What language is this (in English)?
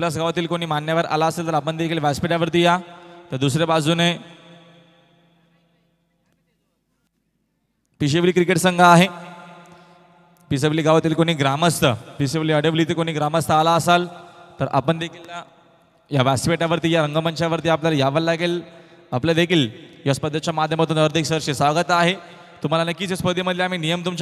Marathi